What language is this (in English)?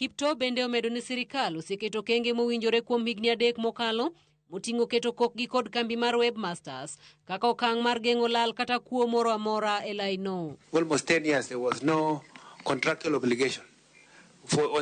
Luo (Kenya and Tanzania)